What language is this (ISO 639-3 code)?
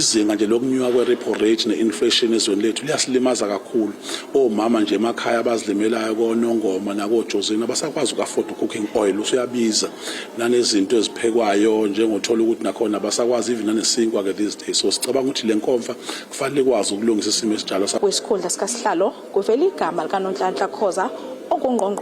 zul